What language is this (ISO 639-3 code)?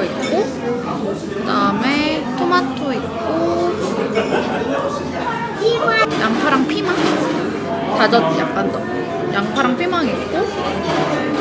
kor